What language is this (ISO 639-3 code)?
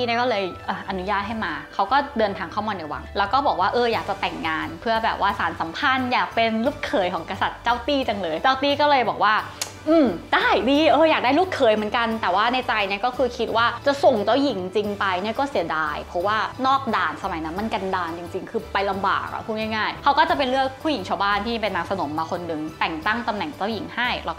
tha